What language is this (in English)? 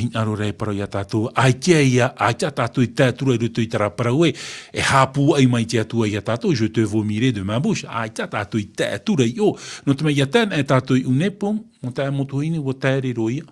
Tahitian